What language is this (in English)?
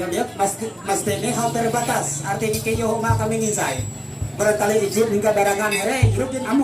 Ma'anyan